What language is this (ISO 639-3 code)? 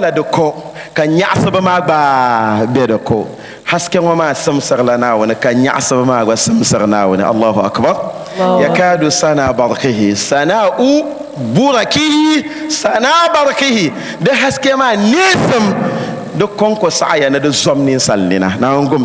dag